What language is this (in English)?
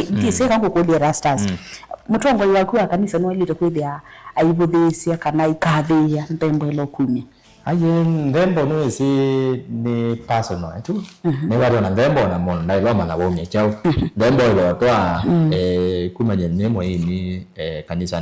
Kamba